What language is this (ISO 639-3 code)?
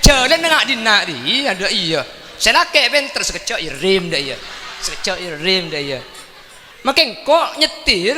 mad